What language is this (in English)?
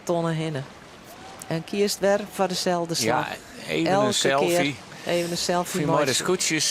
Western Frisian